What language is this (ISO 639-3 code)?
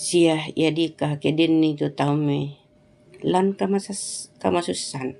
sda